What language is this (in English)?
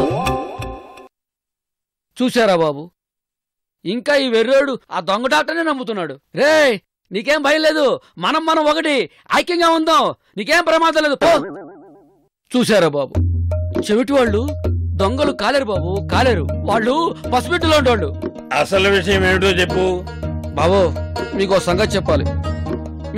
Telugu